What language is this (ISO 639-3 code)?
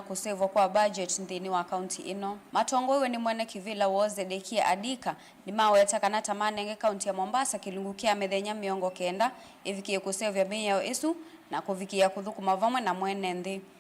kam